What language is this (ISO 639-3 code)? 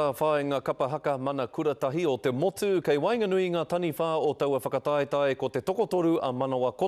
mri